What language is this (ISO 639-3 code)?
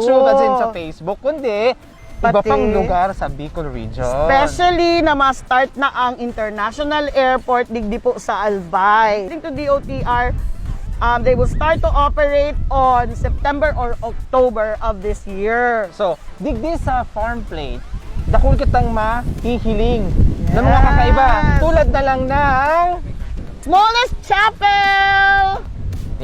bik